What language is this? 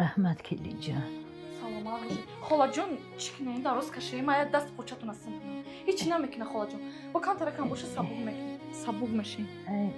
Tajik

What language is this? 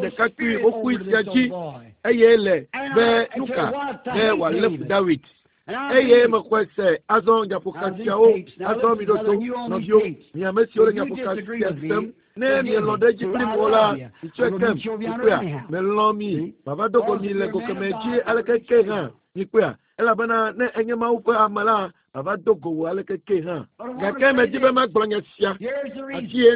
Ewe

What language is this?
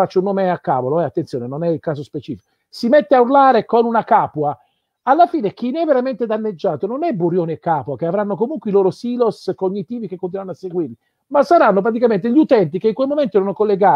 Italian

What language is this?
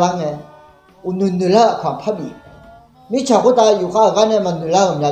Akha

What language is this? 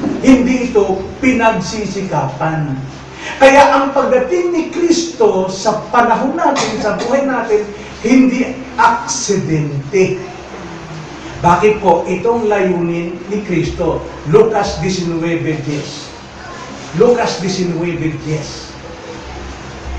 Filipino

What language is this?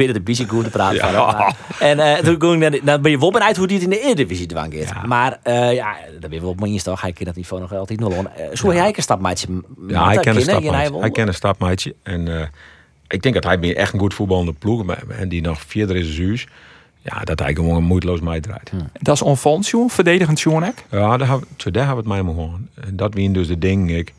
Western Frisian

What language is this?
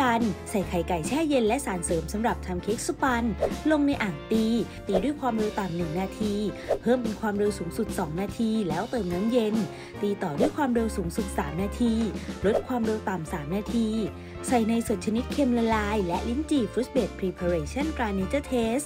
Thai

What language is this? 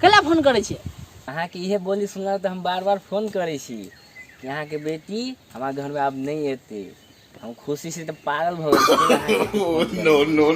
Maithili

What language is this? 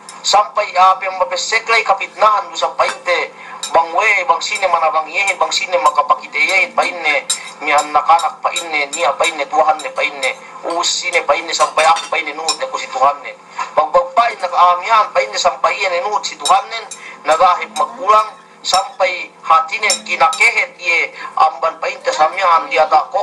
Yakan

